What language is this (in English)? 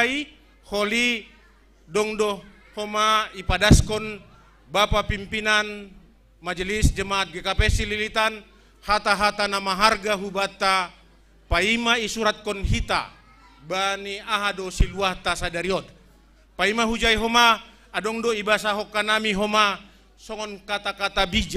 Batak Simalungun